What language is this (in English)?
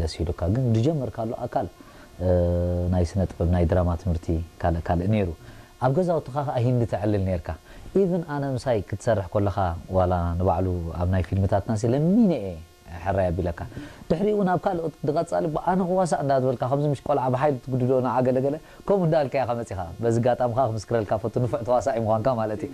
Tigrinya